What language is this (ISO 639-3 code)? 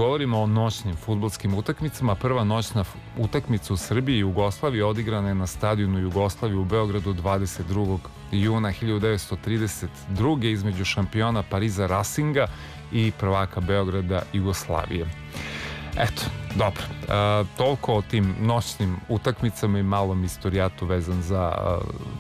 srp